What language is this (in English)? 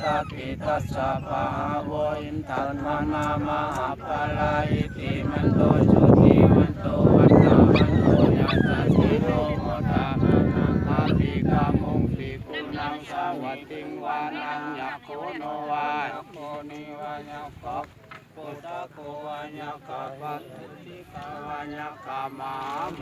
Pali